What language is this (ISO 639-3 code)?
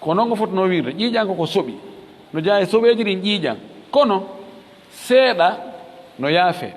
ful